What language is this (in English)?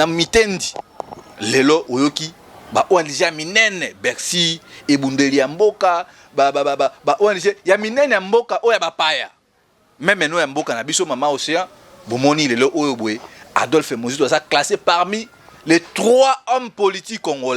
Lingala